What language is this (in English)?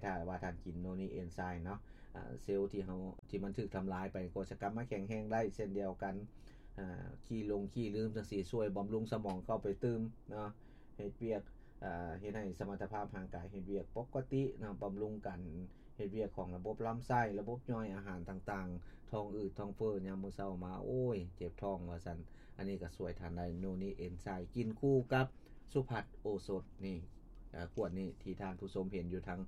Lao